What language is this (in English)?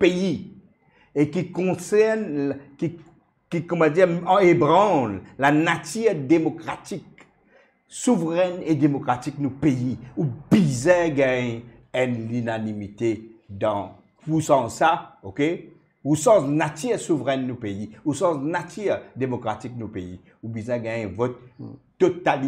Morisyen